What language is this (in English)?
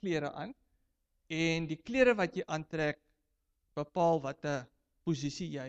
Afrikaans